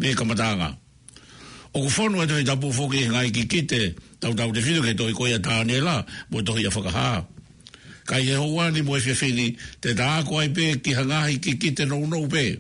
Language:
Tongan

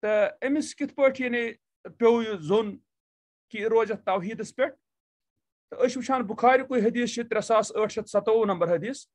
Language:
Kashmiri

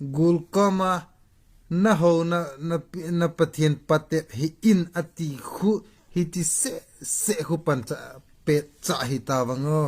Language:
Thado Chin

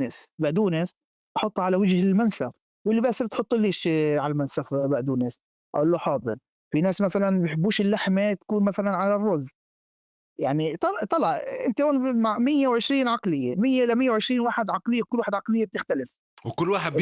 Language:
North Levantine Arabic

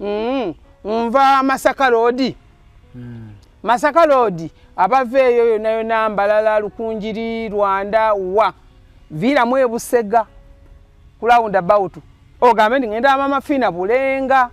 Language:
Ganda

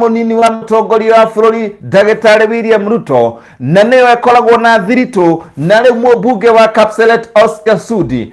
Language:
Kikuyu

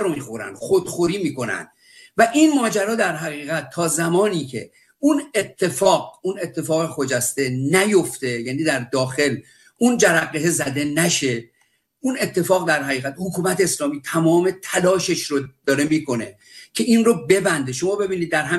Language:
Persian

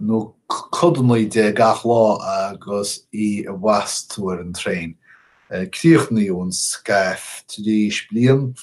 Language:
Irish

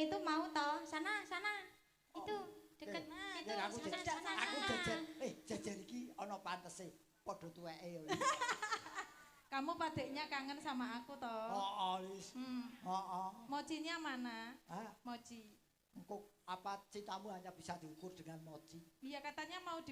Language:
Javanese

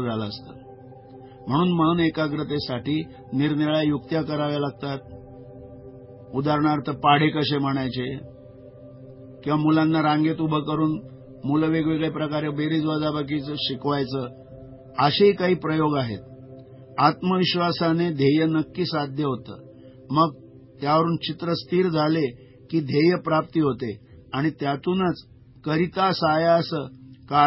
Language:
Marathi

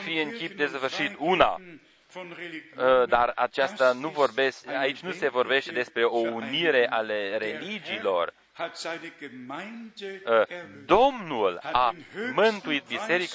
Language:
Romanian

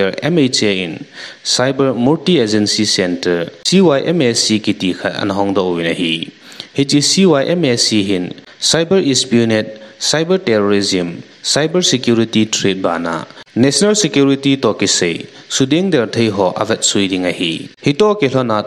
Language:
Thado Chin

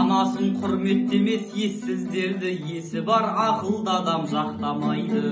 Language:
Kazakh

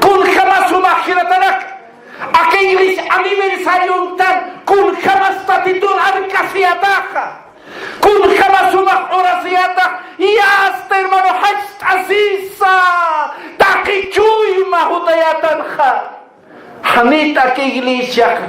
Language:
Aymara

